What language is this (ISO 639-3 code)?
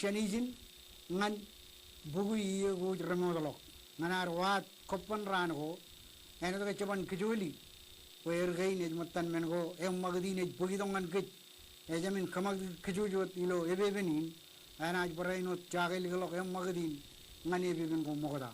mah